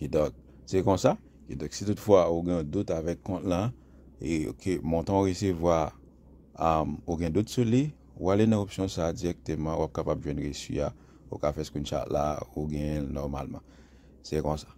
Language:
Haitian Creole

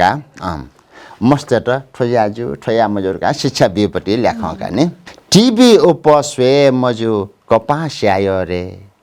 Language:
Newari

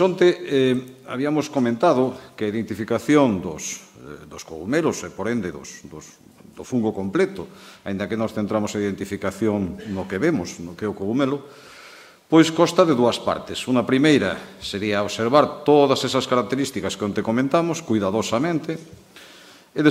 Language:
Galician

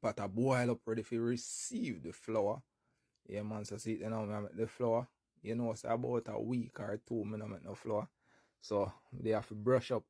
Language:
Jamaican Creole English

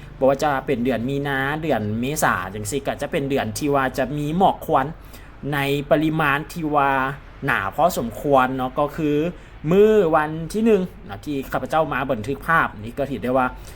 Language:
Lao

